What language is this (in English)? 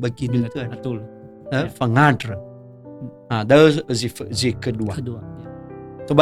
Nias